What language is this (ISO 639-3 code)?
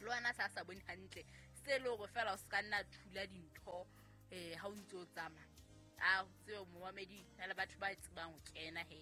sot